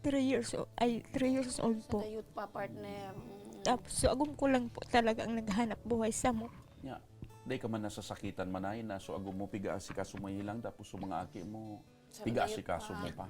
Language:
Bikol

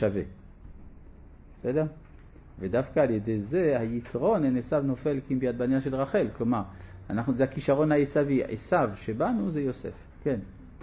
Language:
Hebrew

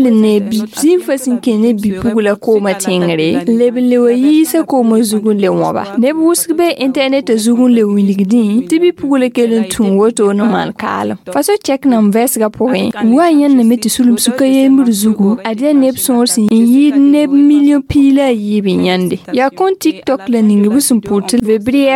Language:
Mossi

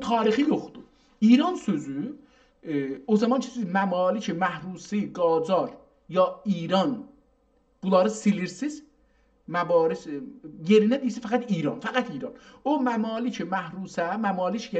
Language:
South Azerbaijani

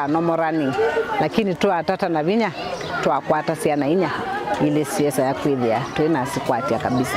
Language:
Kamba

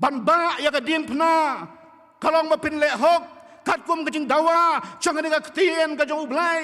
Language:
Khasi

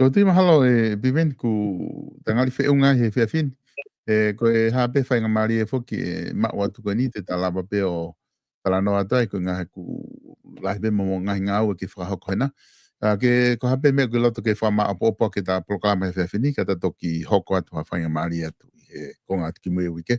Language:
Tongan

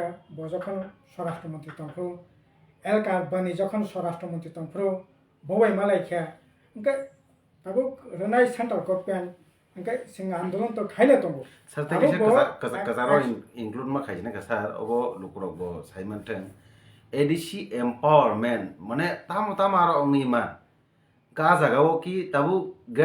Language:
Kok Borok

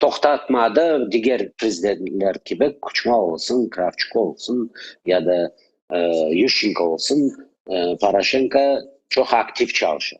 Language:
Crimean Tatar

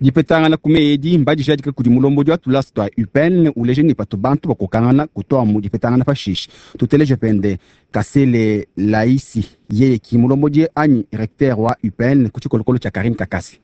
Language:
Luba-Lulua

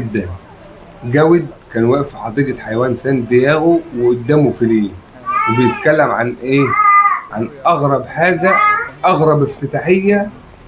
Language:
Egyptian Arabic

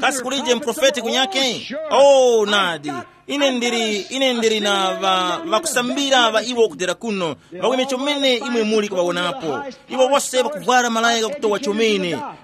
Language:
Tumbuka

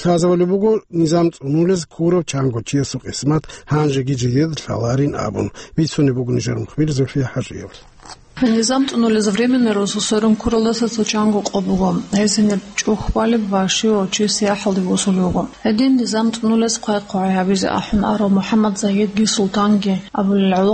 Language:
Avaric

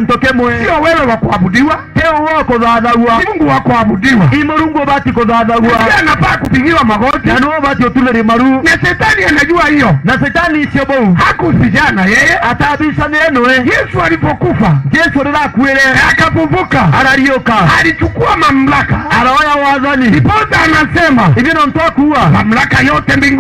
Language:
Meru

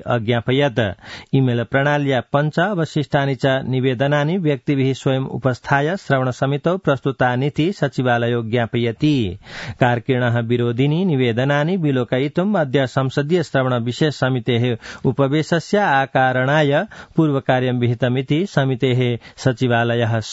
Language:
Sanskrit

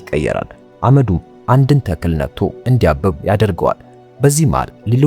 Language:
Amharic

